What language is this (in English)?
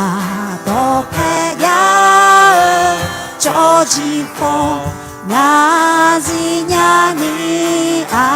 Akha